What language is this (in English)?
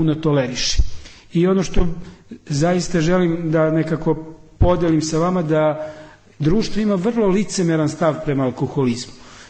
Serbian